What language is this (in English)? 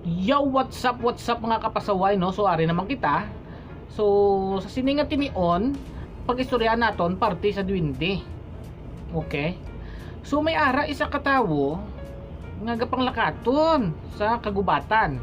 Hiligaynon